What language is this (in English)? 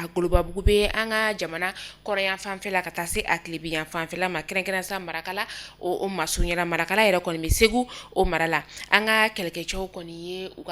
Bambara